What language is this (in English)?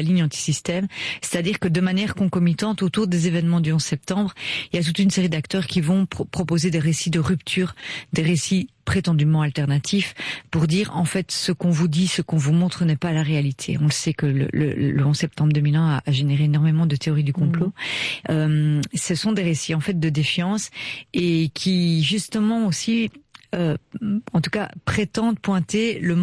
French